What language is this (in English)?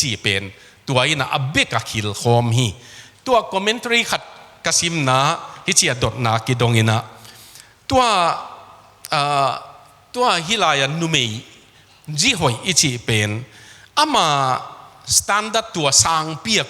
Tedim Chin